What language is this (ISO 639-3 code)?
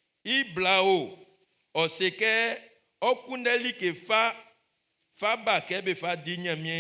bci